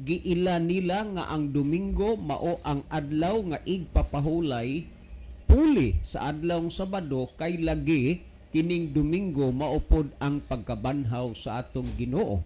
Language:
Cebuano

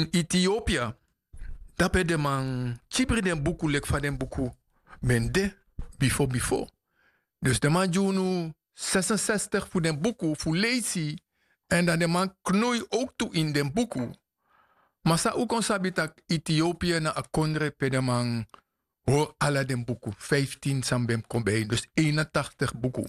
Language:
Sranan Tongo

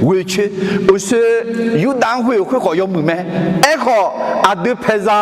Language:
Akha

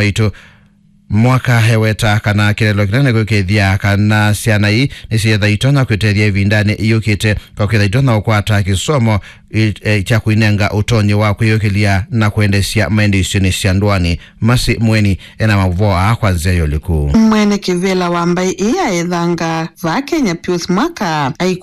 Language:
Kamba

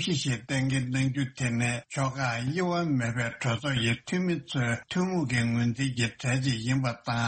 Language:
Tibetan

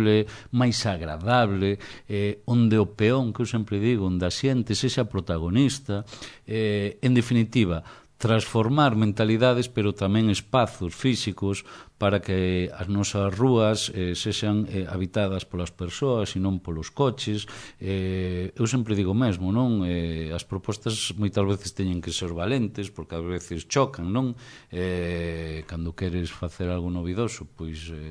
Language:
Galician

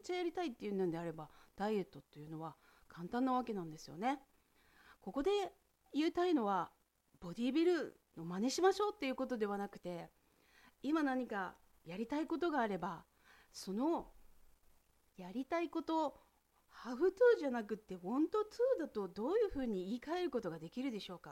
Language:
Japanese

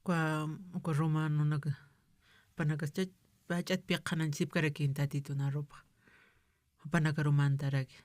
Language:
Aymara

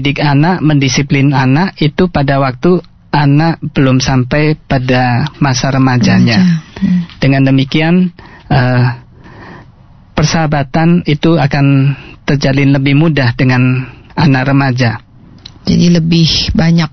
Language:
Indonesian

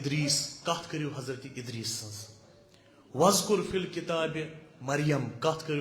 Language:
Kashmiri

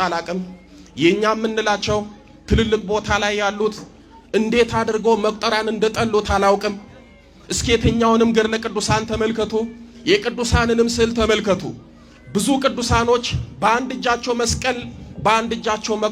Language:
Amharic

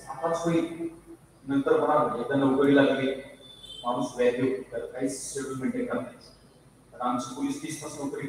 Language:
Marathi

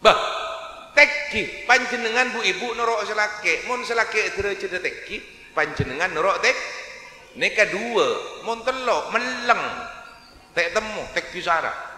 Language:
Madurese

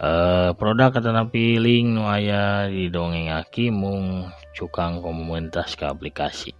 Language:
Sundanese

